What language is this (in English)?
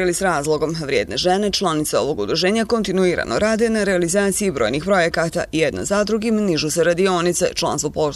Bosnian